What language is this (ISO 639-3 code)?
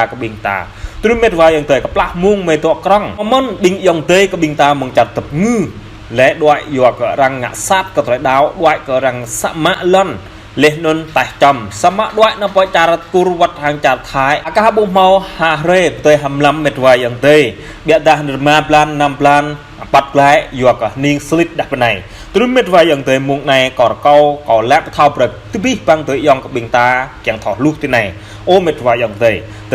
jra